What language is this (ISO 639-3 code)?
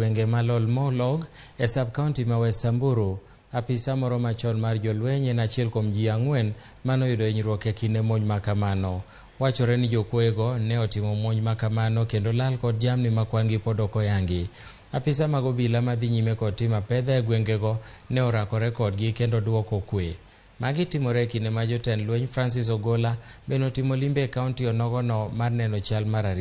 luo